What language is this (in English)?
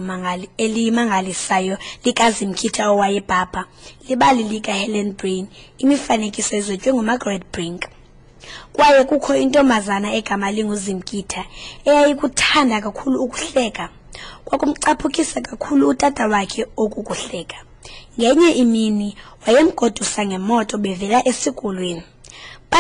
Xhosa